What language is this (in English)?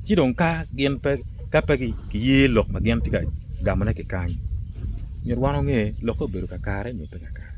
Acoli